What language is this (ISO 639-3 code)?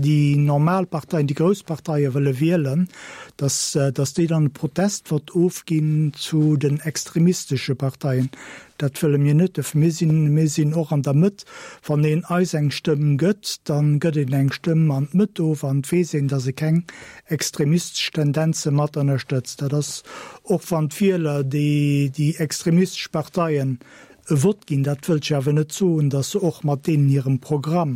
ltz